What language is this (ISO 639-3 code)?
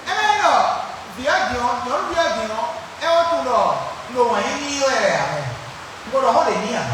fon